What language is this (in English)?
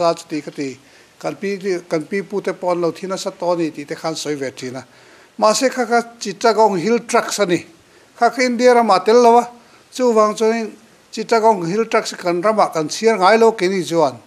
Mizo